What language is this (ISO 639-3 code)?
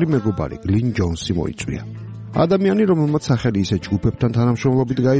kat